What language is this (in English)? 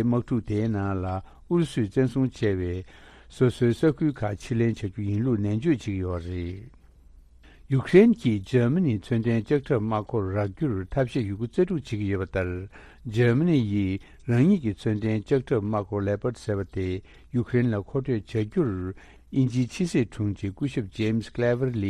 Tibetan